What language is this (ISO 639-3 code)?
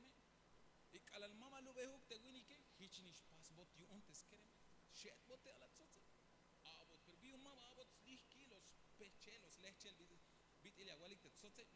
tzh